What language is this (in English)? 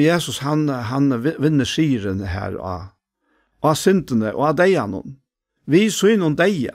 Faroese